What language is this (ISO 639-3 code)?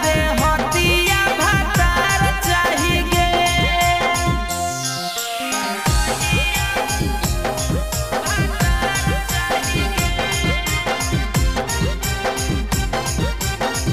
bho